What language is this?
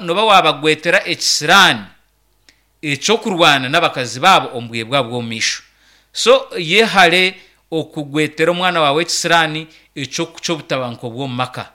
Nyankole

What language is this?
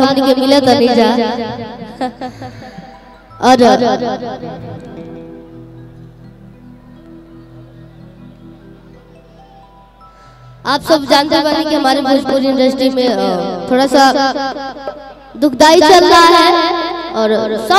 Bhojpuri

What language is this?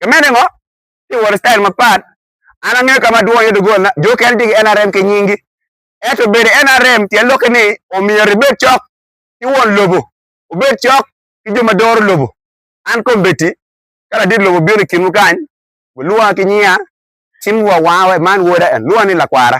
Acoli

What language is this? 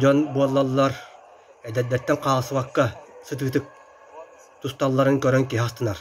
Yakut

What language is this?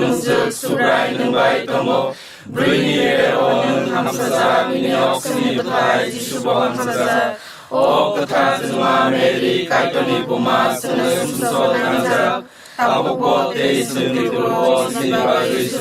Kok Borok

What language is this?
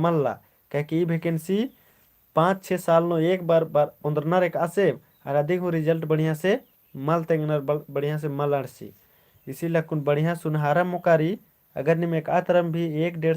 Kurukh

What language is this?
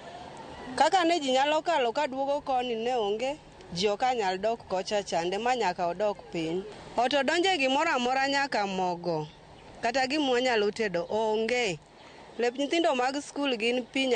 Luo (Kenya and Tanzania)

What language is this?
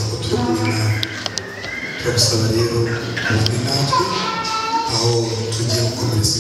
Kinyarwanda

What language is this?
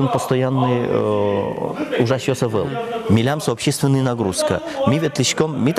Udmurt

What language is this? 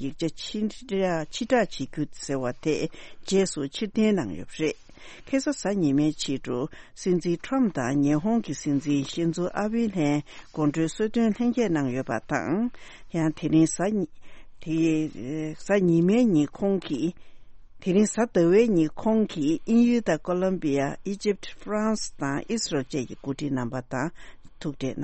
Tibetan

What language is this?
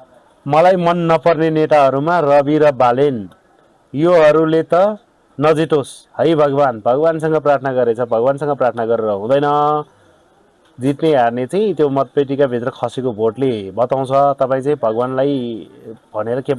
Nepali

